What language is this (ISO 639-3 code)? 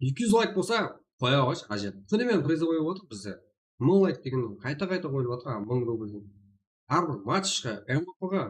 kaa